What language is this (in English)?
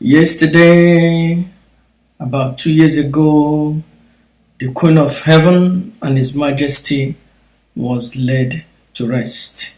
Igbo